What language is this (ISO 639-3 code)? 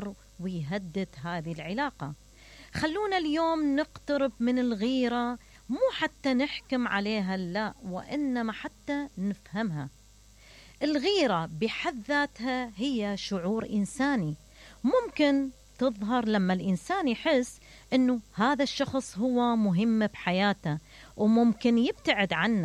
acm